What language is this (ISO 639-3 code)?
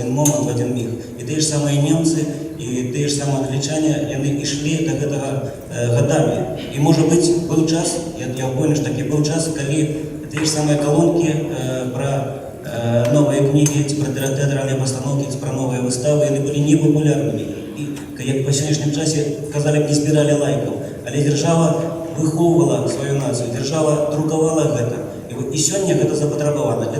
bel